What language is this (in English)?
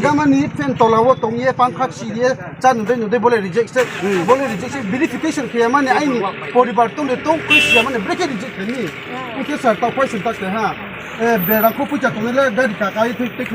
Riang (India)